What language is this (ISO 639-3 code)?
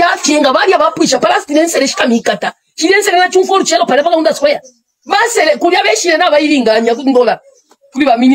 bem